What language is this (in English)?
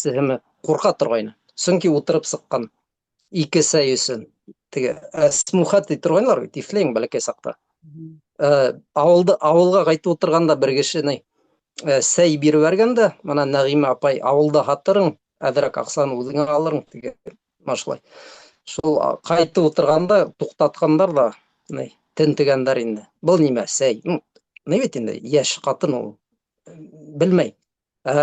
Bashkir